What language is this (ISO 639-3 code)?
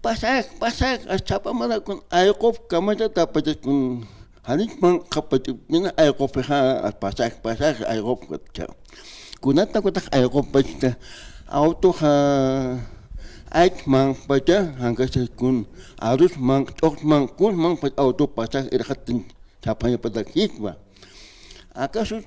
aym